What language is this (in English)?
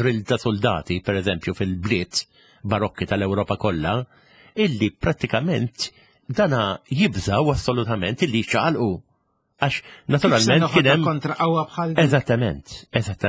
Maltese